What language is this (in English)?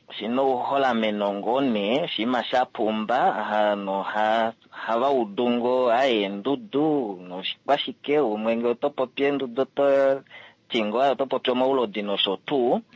Kuanyama